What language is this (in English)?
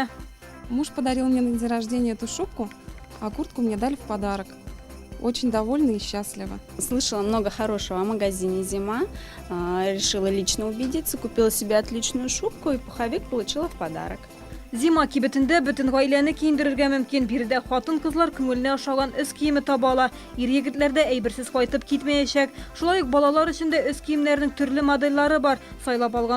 Tatar